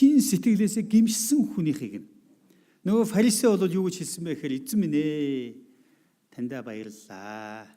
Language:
Mongolian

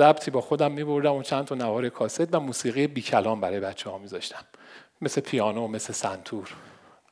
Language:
Persian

